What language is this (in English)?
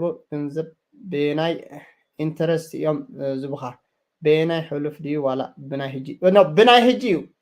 Tigrinya